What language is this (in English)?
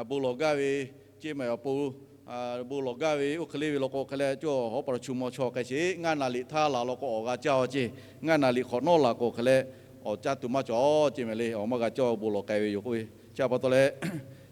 Lahu